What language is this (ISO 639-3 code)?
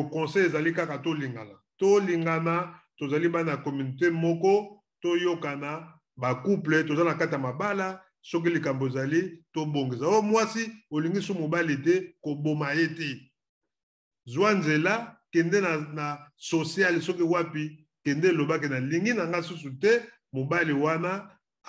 lin